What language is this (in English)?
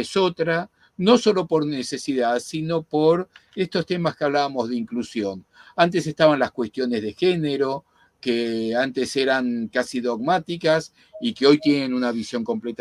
Ladino